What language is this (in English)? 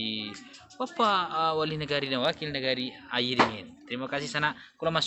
Minangkabau